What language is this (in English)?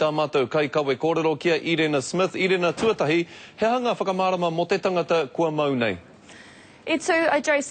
Māori